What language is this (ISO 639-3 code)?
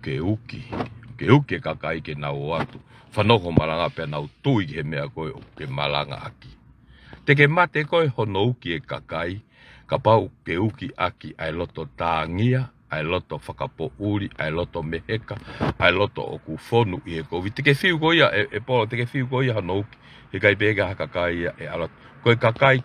ton